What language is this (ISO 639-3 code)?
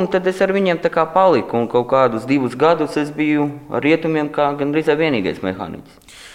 lav